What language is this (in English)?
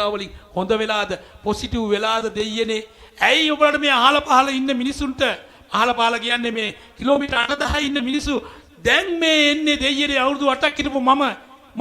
Sinhala